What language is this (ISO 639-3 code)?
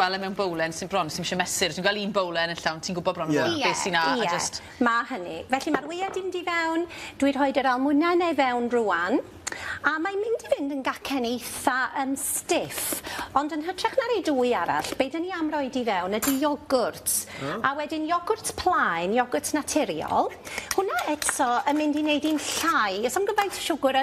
cym